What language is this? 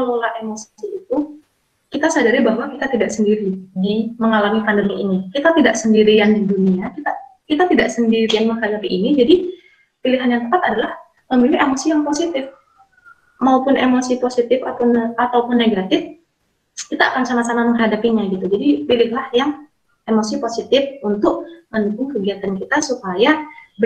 Indonesian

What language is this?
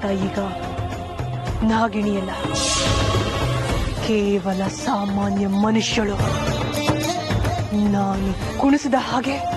Kannada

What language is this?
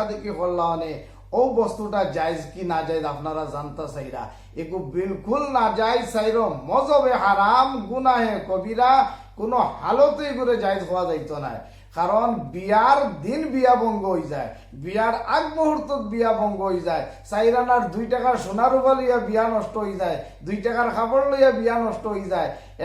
Sylheti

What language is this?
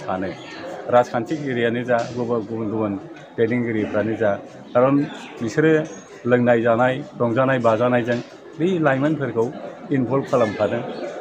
Bodo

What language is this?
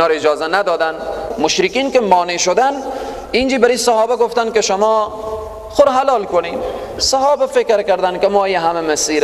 Persian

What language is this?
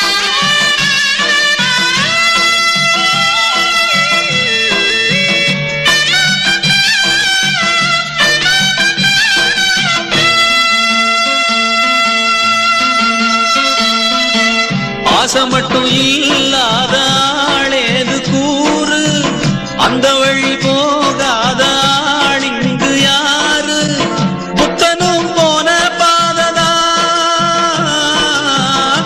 Tamil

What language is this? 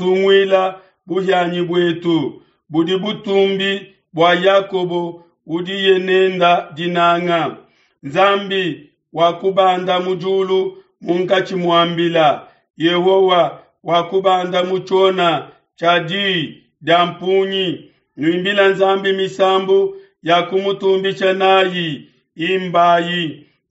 Luba-Lulua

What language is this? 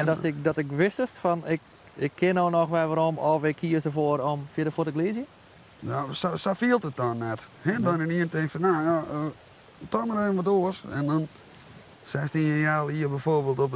Western Frisian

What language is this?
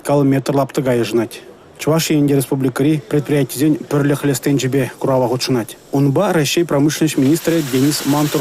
Chuvash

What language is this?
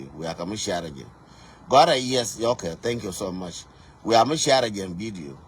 Nuer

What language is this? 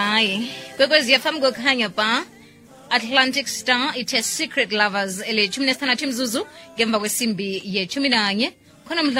South Ndebele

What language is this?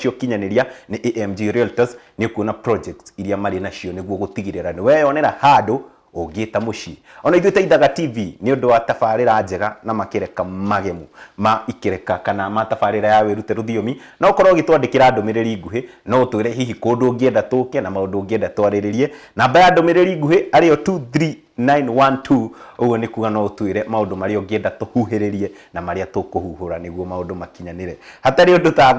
Kikuyu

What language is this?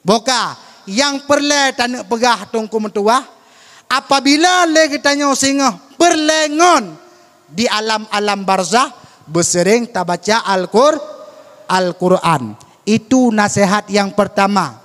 Achinese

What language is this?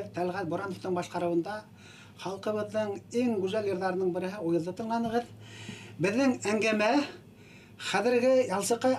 Bashkir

